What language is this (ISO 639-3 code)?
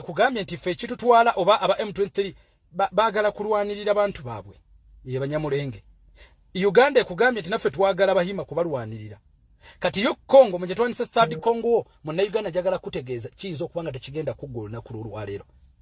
lug